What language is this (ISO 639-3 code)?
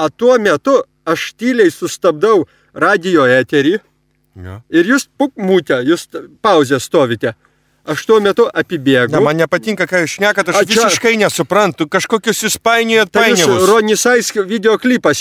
lit